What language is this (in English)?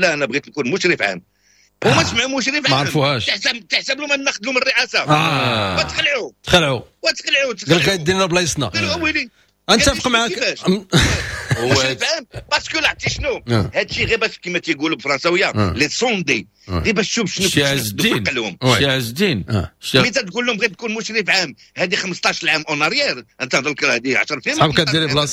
Moroccan Arabic